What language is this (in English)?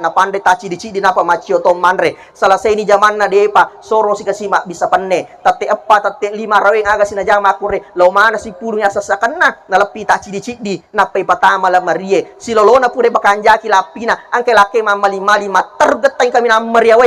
Buginese